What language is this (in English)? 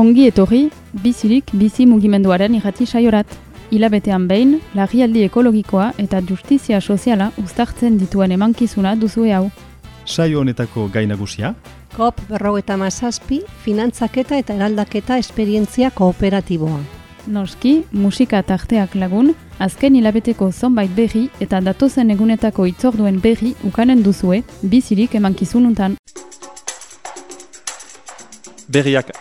Basque